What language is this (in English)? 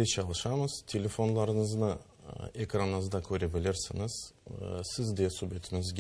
Crimean Tatar